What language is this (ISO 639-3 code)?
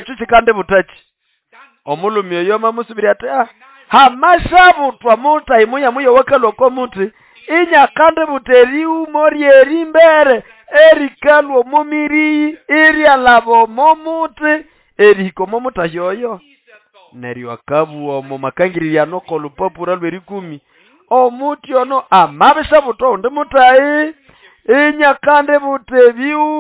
nnb